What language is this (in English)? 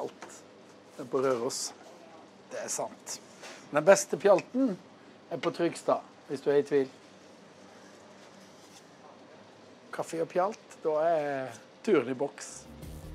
Norwegian